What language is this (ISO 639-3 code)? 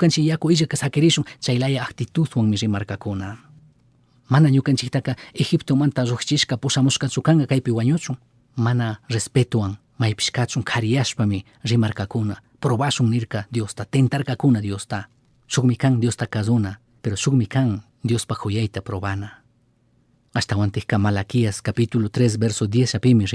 qug